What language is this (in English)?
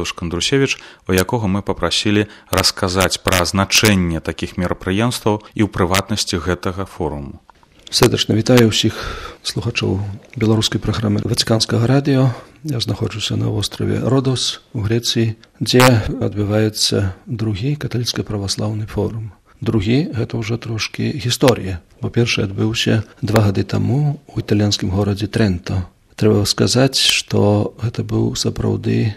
Belarusian